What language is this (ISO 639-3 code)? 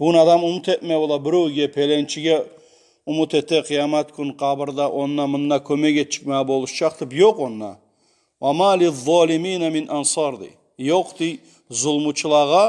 kum